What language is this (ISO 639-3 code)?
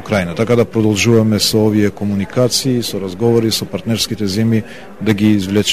mkd